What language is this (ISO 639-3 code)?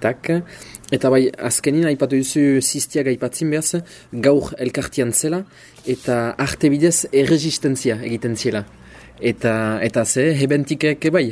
eus